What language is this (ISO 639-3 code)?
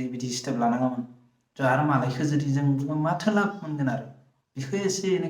brx